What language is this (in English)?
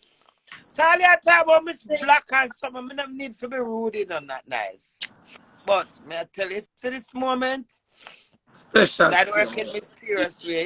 Jamaican Creole English